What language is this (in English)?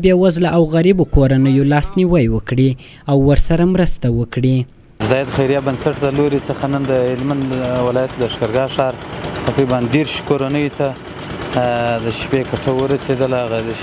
Pashto